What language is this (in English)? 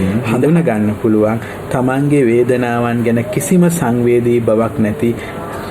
Sinhala